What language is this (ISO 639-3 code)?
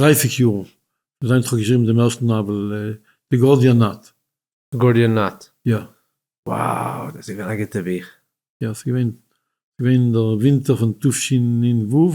yid